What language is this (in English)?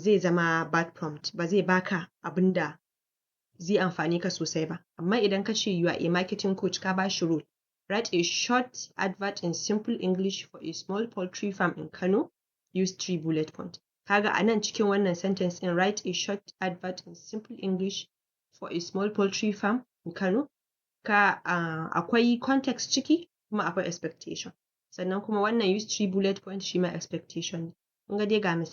Hausa